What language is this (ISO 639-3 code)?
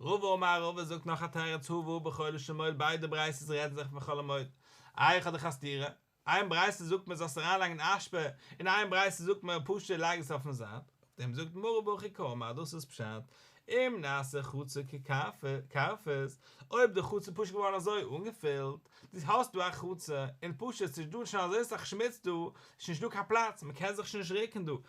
yid